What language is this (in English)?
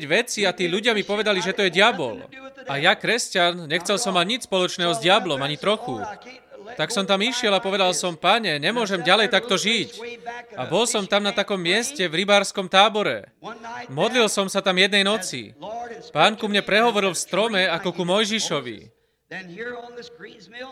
Slovak